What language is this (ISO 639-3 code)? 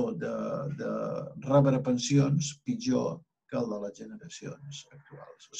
cat